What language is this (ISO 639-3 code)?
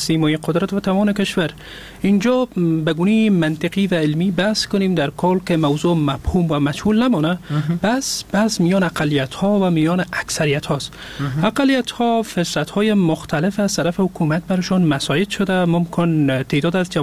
fas